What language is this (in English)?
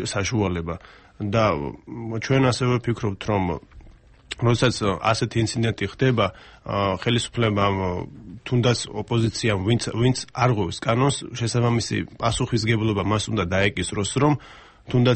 Georgian